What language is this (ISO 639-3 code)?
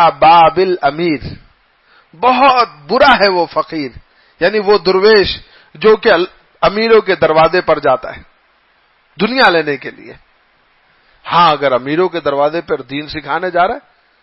urd